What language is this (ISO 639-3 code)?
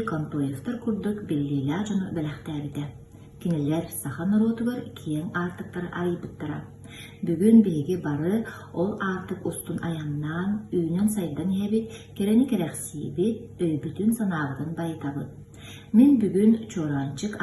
sah